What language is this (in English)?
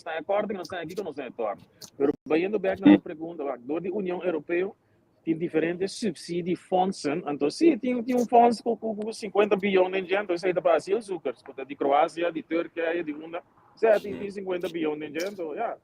Papiamento